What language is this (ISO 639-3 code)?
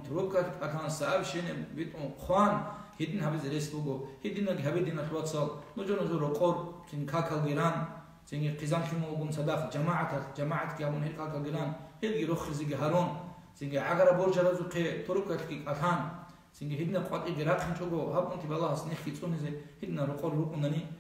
ava